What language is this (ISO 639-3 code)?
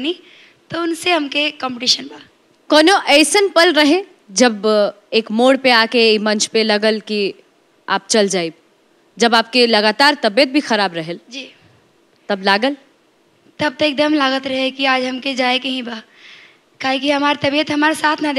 bho